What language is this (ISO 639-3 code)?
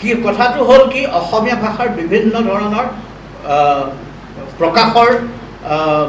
asm